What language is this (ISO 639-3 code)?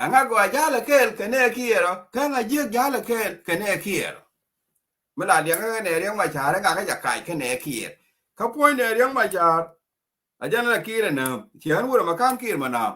nus